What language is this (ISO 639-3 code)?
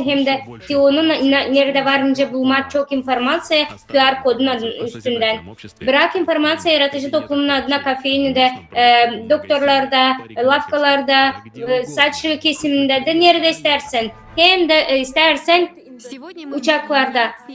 gag